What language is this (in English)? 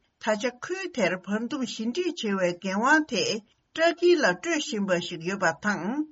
Tibetan